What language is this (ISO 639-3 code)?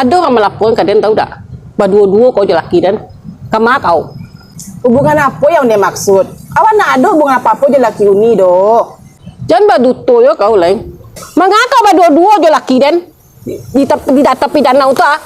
min